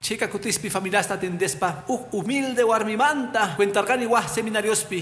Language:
Quechua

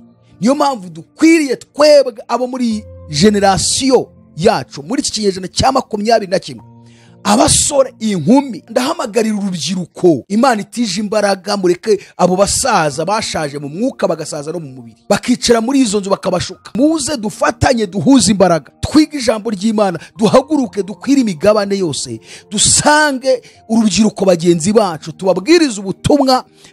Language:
Kinyarwanda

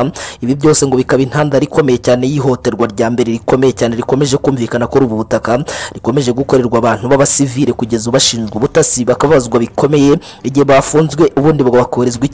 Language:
Kinyarwanda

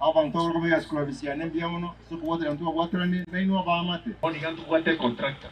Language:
Gusii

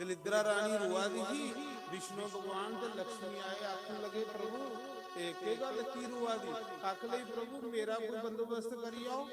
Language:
Dogri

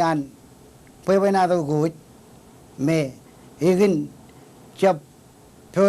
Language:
Marshallese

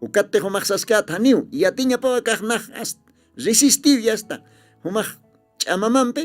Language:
Aymara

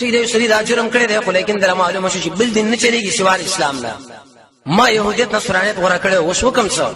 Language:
Pashto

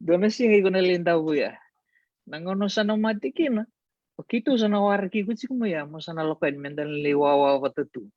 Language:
Fijian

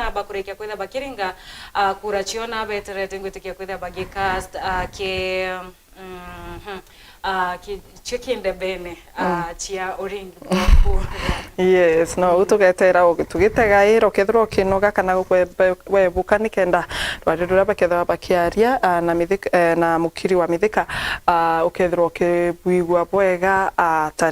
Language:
Meru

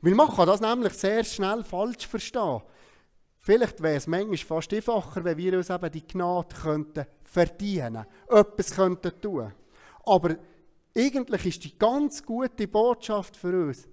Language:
Swiss German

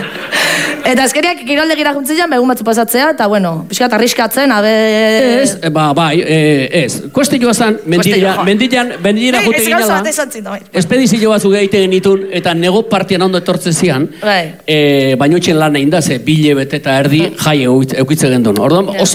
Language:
Basque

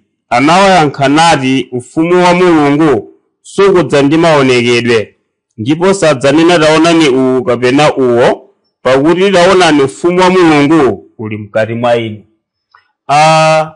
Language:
Nyanja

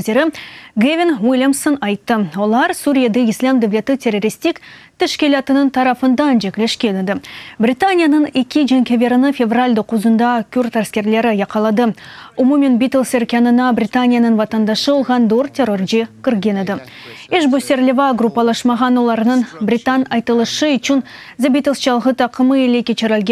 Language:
Crimean Tatar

